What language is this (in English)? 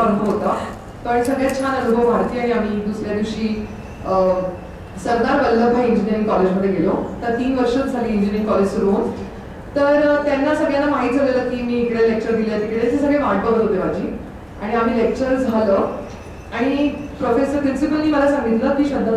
Marathi